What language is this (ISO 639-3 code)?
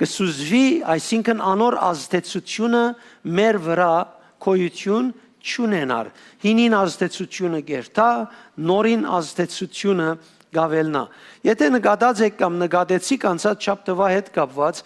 hyw